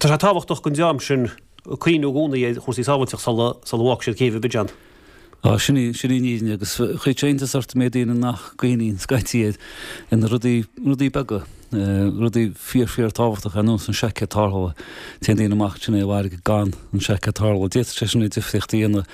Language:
Irish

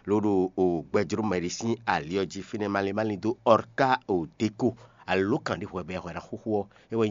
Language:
Fon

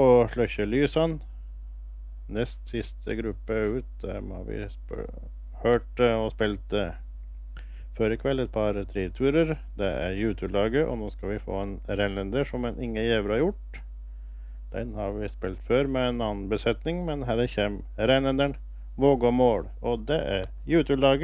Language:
Norwegian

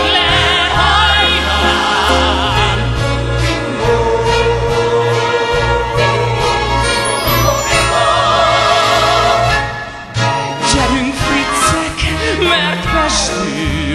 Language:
Hungarian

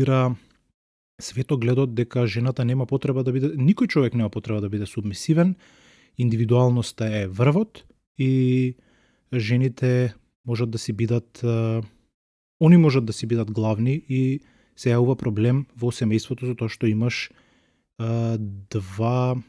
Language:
Macedonian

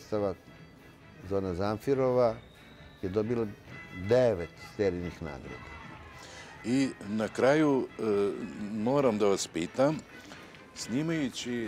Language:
Serbian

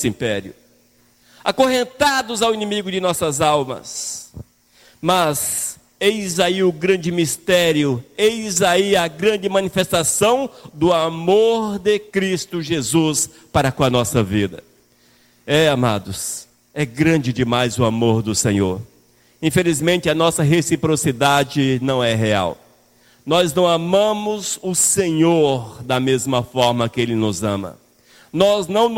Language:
Portuguese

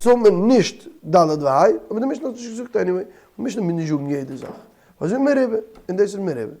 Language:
Yiddish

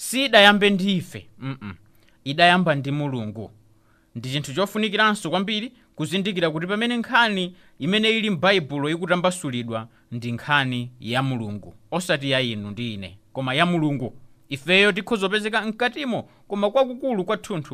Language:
Nyanja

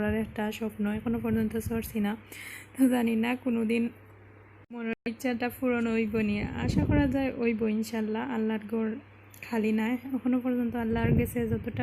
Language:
Sylheti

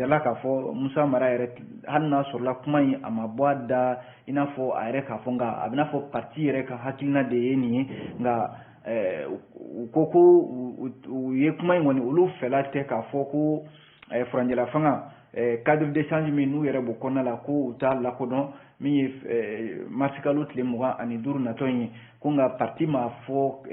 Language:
Bambara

